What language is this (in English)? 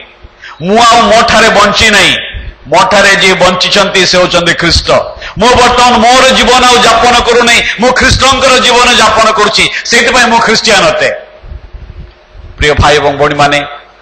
Odia